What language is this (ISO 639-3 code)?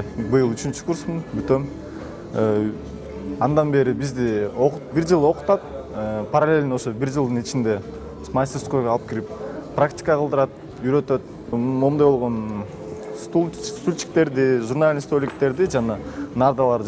kir